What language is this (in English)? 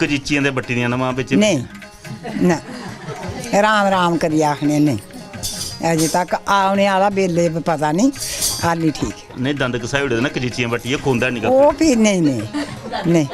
Dogri